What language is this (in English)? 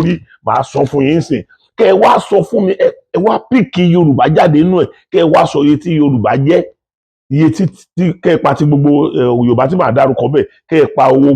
Yoruba